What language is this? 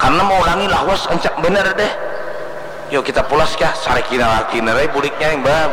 Banjar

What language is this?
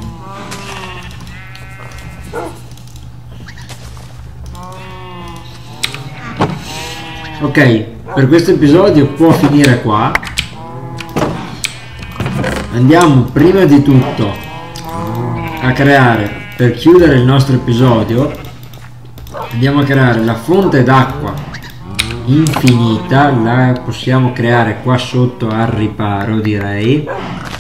Italian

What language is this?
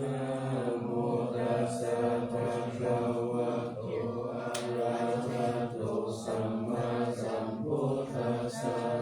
Pali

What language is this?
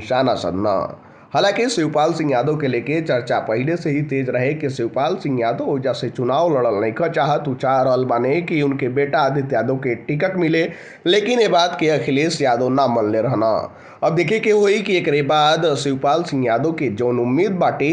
Bhojpuri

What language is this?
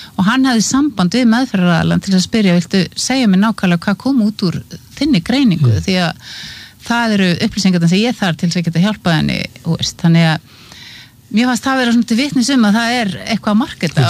Icelandic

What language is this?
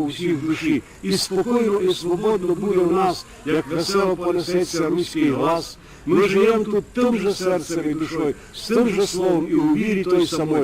Rusyn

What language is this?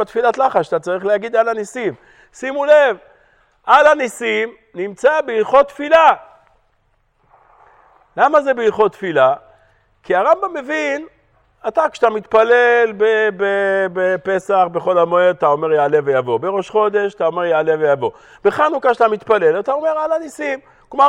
Hebrew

